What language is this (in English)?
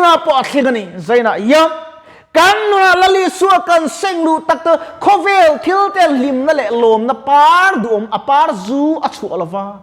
Mizo